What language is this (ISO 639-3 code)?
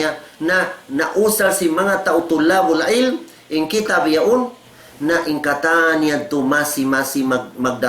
tsg